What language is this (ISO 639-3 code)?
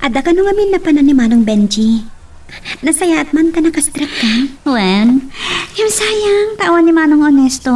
ilo